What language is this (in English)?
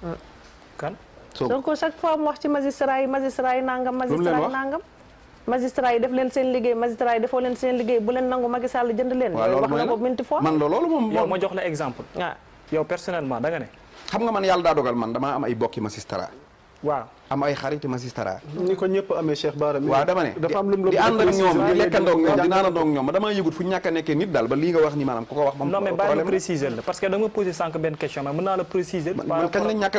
Wolof